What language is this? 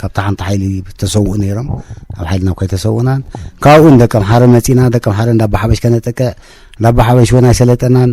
Tigrinya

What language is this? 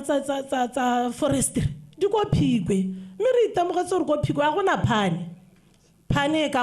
Tswana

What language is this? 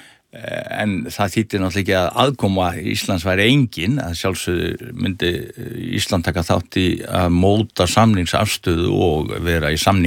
Icelandic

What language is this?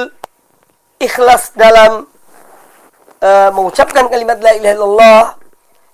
Indonesian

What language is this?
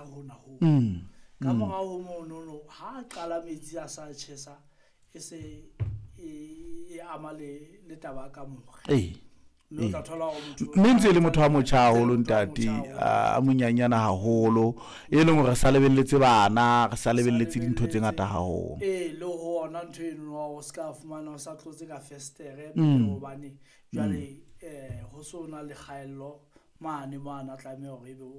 Southern Sotho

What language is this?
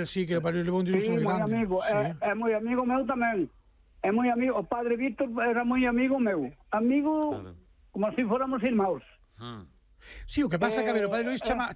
Galician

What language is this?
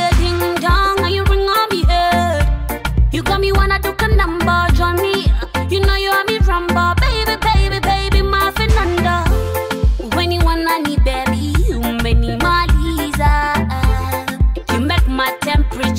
Swahili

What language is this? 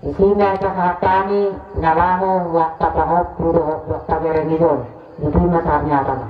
Batak Toba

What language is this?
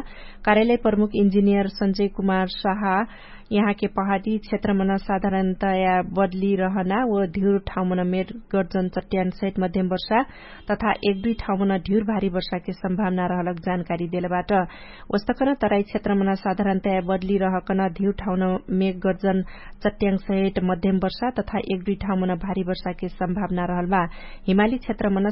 Dangaura Tharu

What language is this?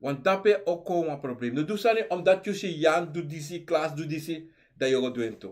Sranan Tongo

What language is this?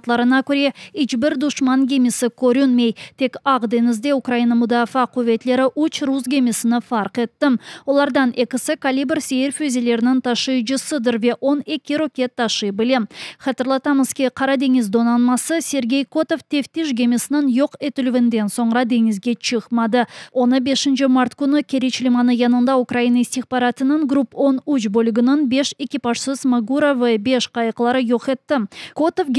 Crimean Tatar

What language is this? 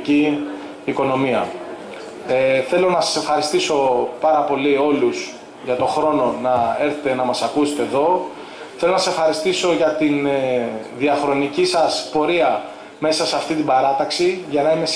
Greek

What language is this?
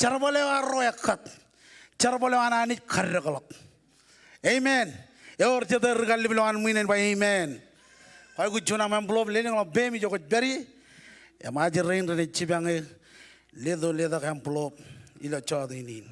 Marshallese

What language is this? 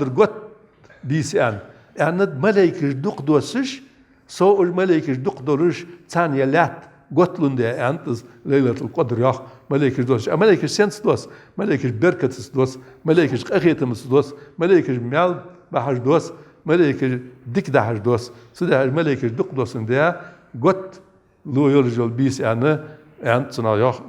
Ingush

